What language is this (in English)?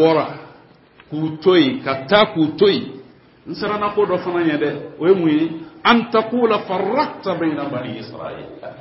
Bambara